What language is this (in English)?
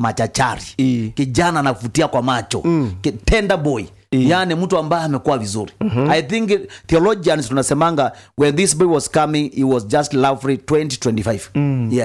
Swahili